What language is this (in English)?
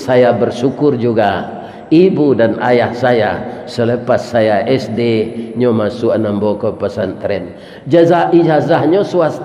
Minangkabau